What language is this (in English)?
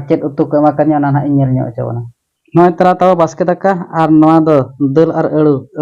Santali